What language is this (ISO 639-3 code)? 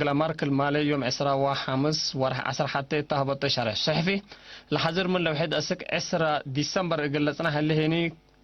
tig